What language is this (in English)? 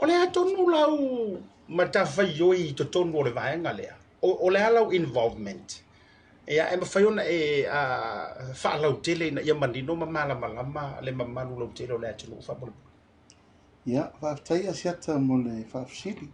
Samoan